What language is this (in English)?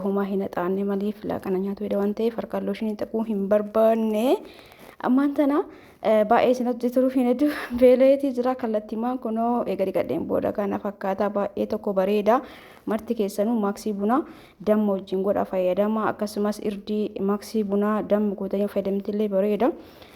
Oromo